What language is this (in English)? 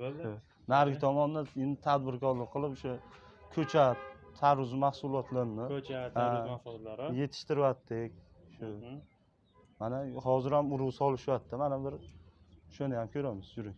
Uzbek